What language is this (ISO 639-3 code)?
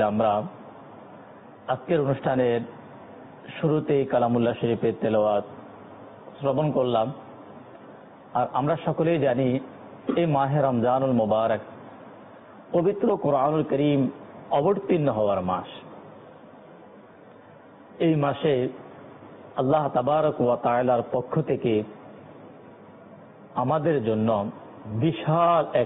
ben